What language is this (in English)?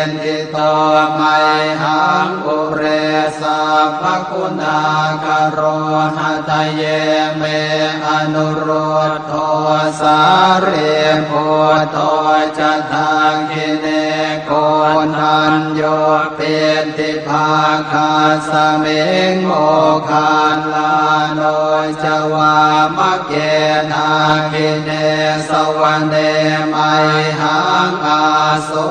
Pali